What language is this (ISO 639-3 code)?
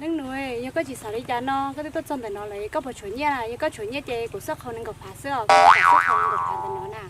hmn